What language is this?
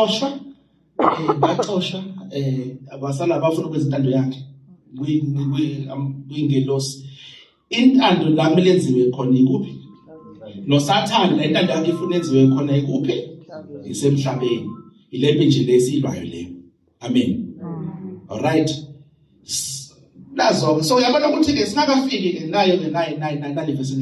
Zulu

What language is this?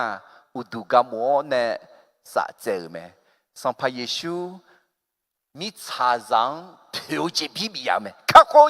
Akha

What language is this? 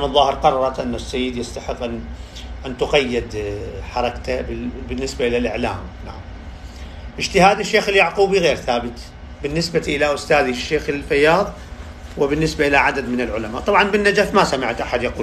Arabic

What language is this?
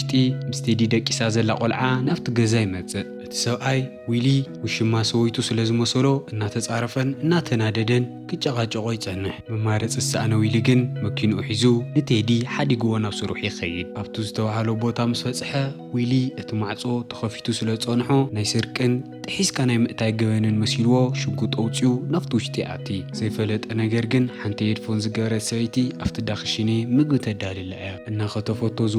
Tigrinya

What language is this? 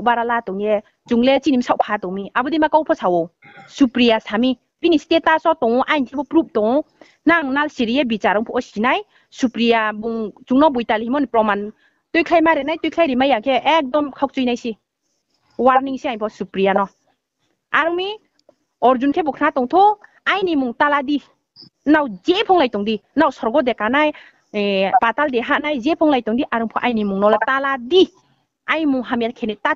Riang (India)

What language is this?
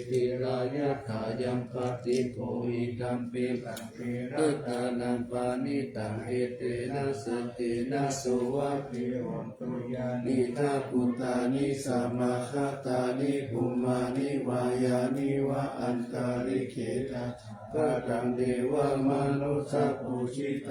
Pali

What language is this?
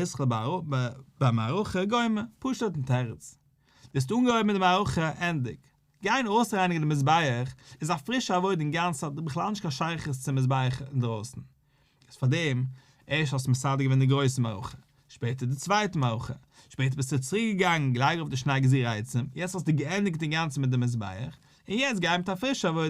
Yiddish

